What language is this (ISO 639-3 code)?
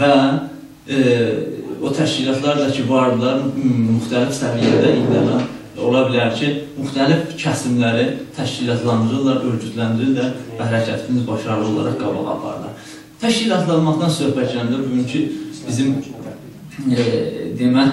azb